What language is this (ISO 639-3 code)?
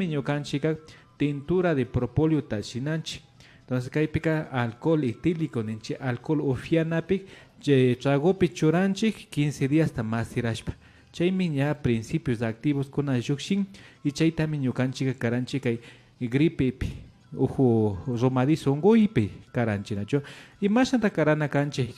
qvi